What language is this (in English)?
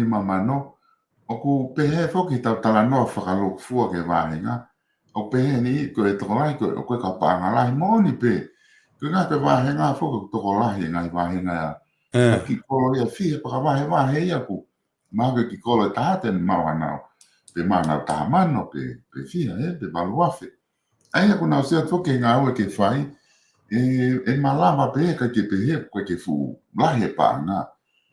Tongan